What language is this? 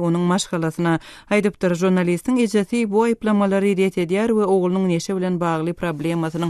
Turkmen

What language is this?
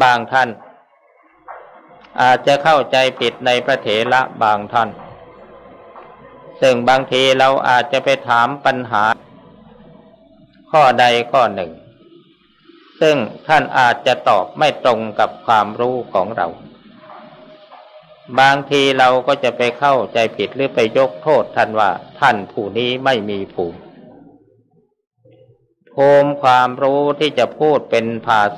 Thai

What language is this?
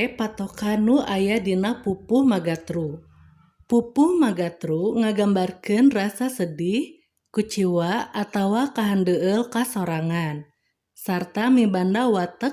Sundanese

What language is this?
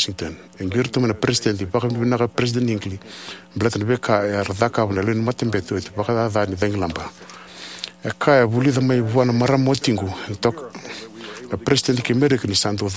Fijian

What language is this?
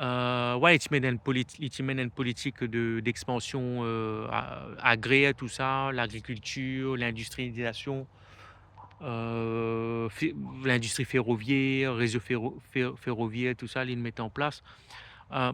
Morisyen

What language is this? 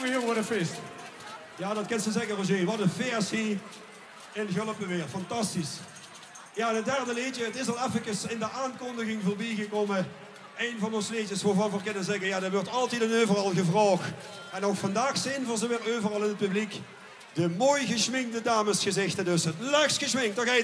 Limburgish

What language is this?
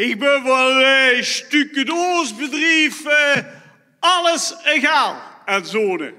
Limburgish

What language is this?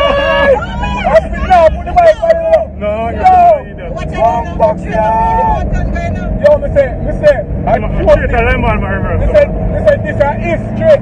Jamaican Creole English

